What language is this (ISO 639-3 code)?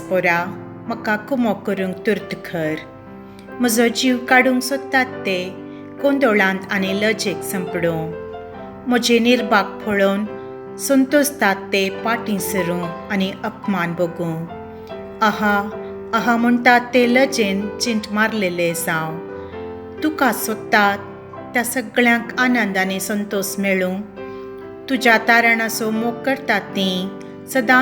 kok